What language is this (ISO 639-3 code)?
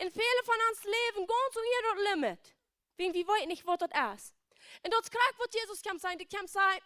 pdt